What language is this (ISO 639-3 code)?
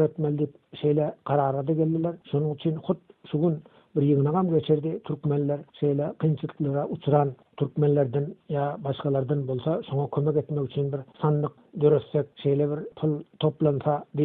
tuk